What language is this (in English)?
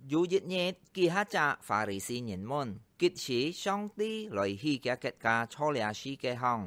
Hakka Chinese